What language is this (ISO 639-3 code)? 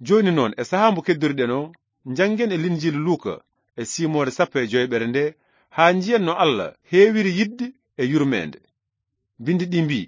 ful